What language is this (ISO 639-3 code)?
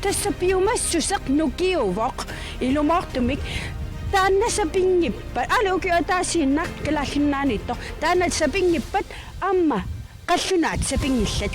kal